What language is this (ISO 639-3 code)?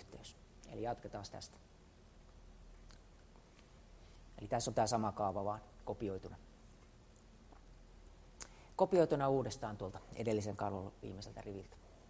fin